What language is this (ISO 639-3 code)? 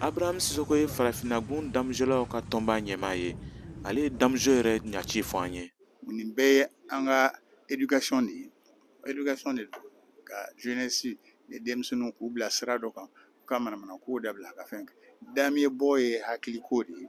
bam